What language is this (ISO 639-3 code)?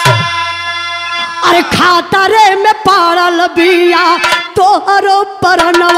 bho